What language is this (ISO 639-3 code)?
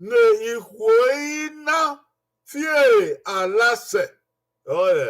bin